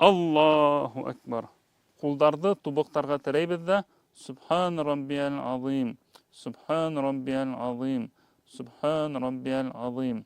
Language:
Bashkir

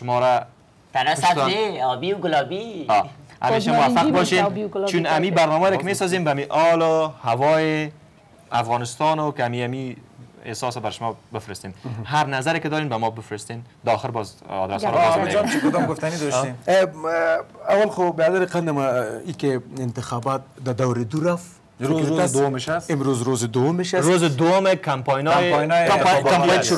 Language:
Persian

